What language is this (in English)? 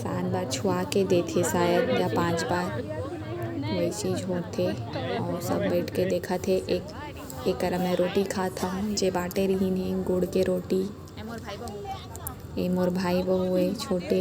Chhattisgarhi